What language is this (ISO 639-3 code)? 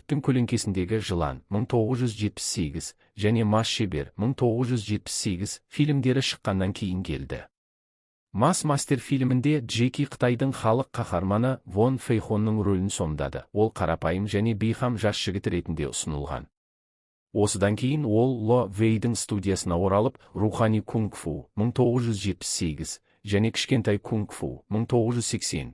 kaz